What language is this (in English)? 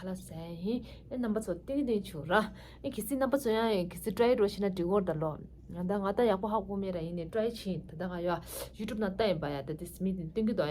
Tibetan